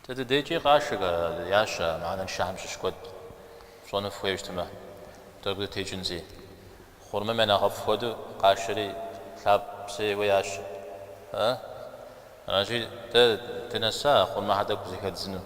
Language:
Kabardian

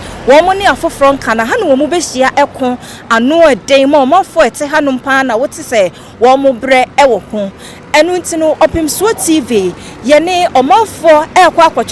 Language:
Akan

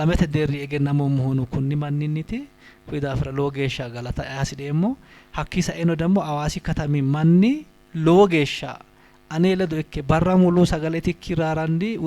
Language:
Sidamo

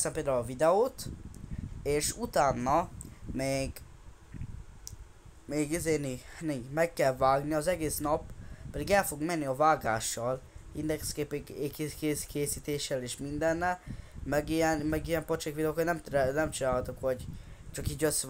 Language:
Hungarian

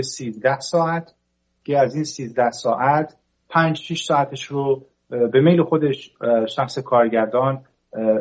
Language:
Persian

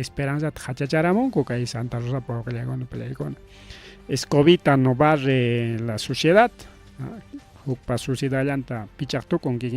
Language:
Ayacucho Quechua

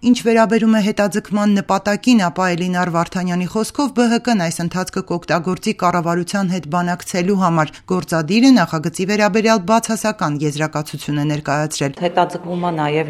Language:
Armenian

